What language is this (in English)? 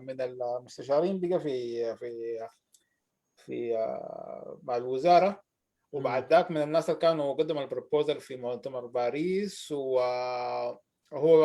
Sudanese Arabic